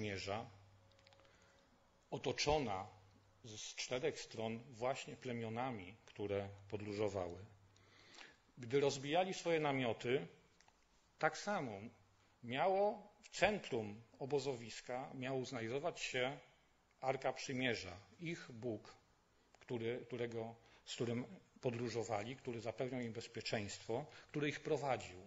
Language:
Polish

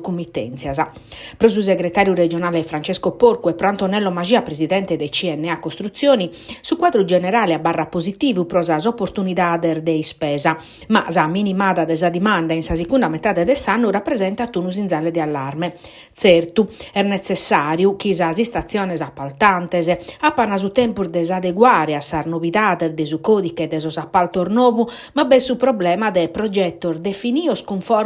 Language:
Sardinian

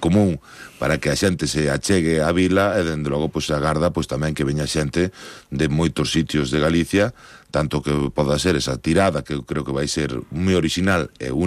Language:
Galician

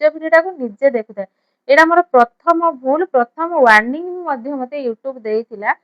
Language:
Odia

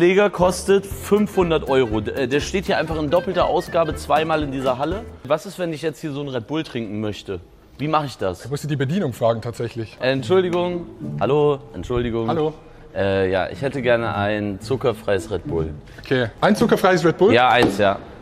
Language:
Swiss German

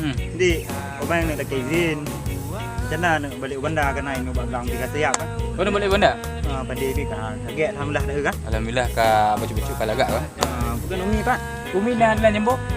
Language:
Achinese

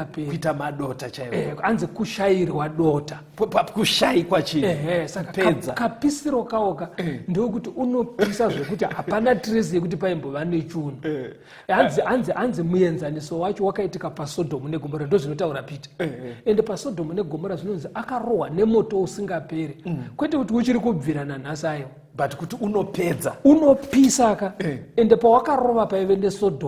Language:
Shona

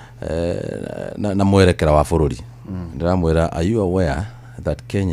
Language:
Kikuyu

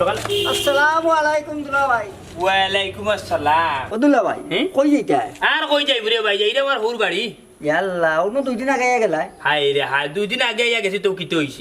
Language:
Sylheti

